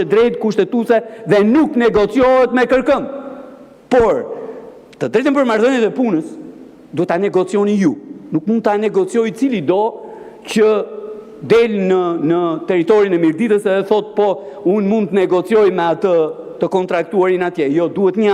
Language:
Albanian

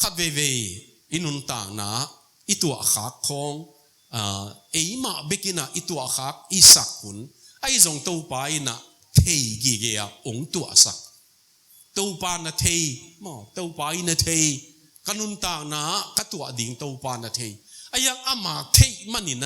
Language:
Tedim Chin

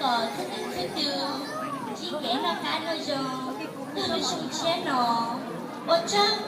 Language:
Hmong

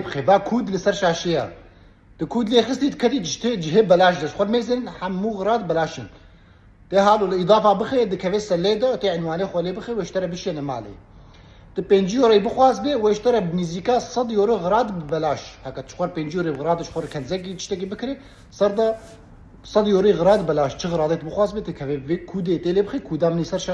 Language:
Kurdish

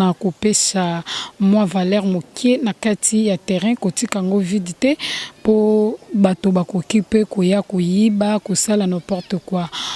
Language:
Lingala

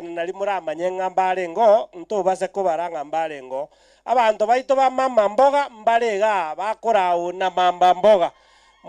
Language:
Gusii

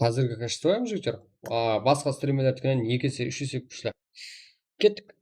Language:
Kara-Kalpak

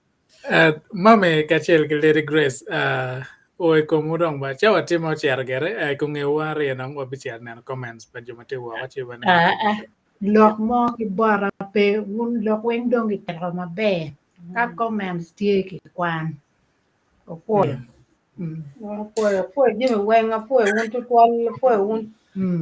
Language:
Acoli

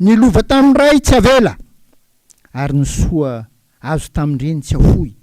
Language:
Malagasy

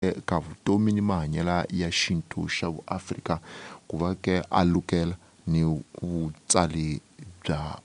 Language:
Tsonga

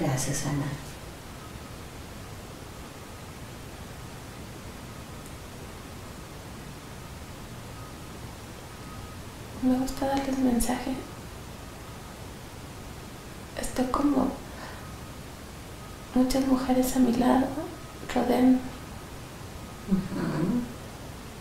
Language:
Spanish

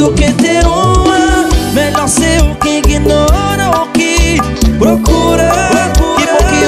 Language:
Portuguese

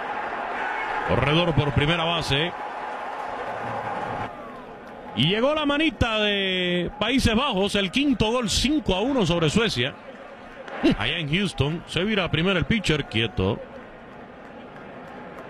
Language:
Spanish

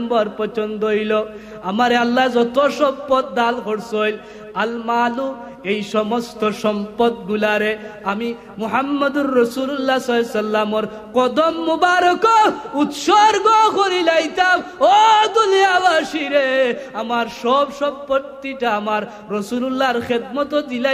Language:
Sylheti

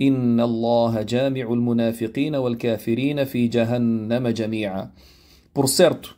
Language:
Kabuverdianu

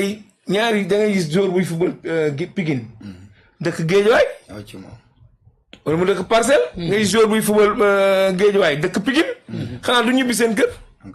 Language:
Wolof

